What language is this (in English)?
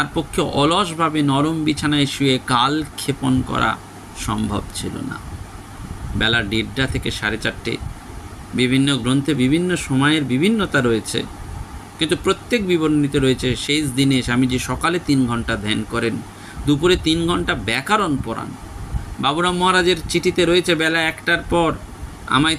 Bangla